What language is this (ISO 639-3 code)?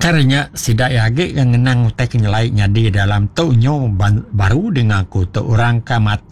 iba